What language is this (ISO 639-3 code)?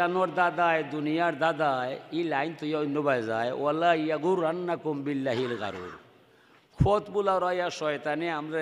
syl